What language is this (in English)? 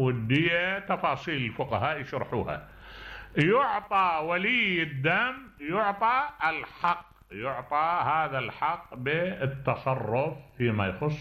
Mesopotamian Arabic